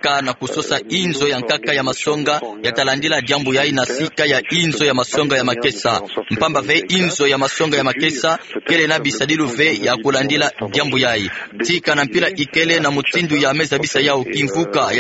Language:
Kituba (Democratic Republic of Congo)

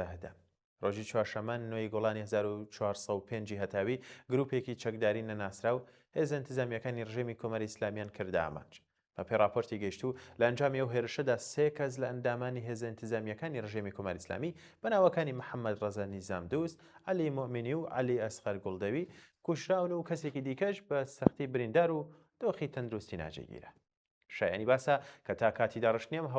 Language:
Central Kurdish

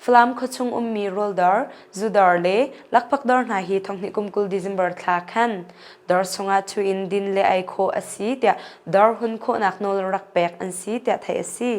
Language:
Hakha Chin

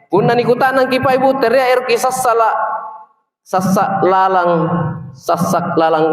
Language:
Makasar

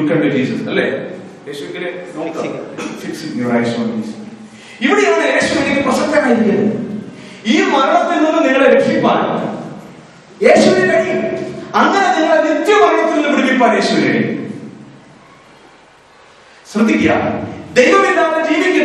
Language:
Malayalam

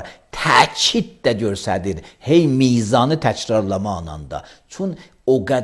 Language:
Azerbaijani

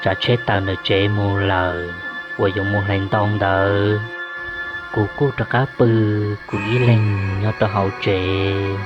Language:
Hmong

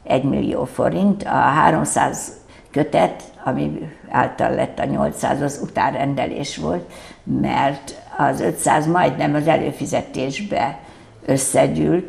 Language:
Hungarian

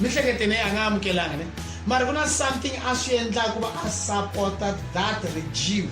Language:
Tsonga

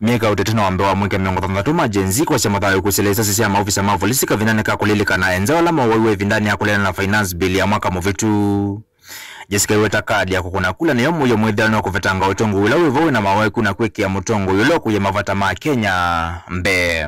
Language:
Kamba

